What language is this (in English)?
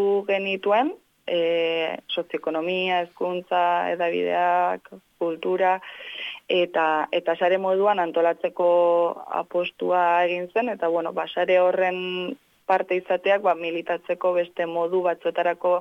Basque